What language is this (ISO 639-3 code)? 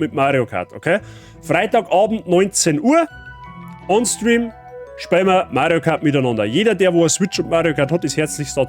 bar